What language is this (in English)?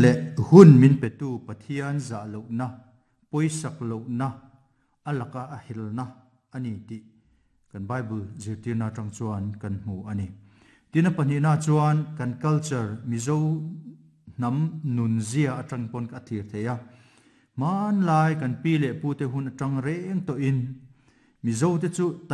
Mizo